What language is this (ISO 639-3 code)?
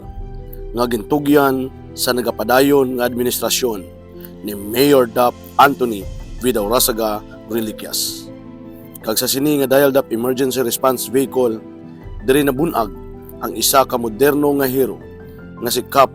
hil